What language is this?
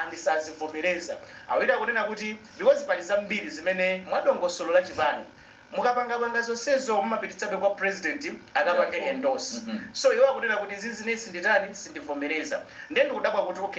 Nyanja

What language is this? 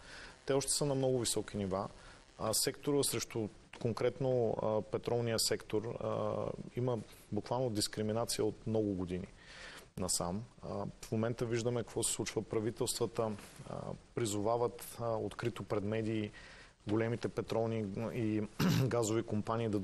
Bulgarian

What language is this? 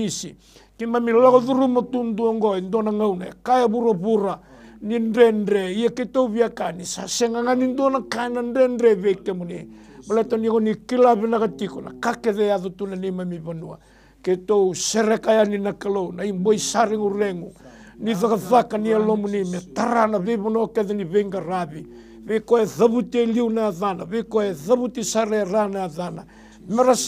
Fijian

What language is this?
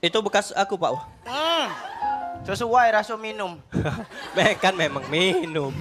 Musi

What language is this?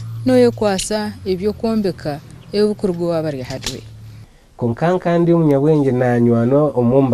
Nyankole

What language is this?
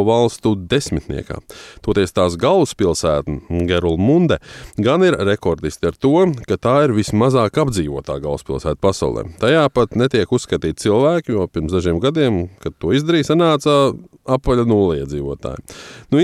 Latvian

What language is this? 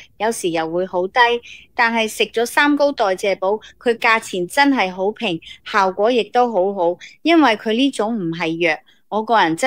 Cantonese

